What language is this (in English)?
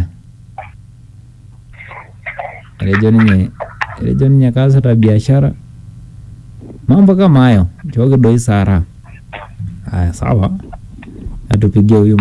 Swahili